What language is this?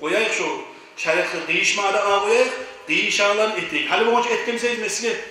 Kumyk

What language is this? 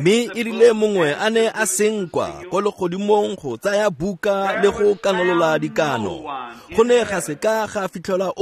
Tswana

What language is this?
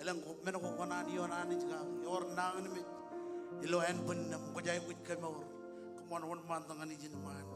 Marshallese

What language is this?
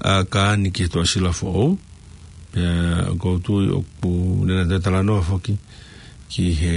Tongan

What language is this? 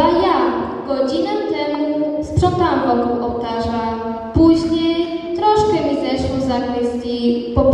Polish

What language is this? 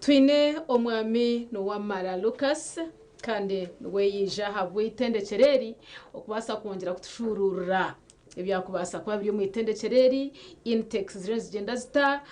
Nyankole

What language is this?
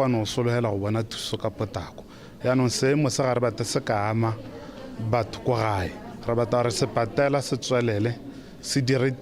Tswana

